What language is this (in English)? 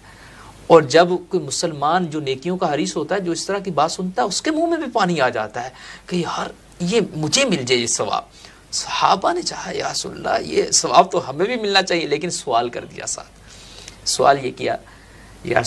Urdu